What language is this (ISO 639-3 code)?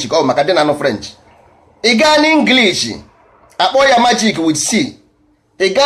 ibo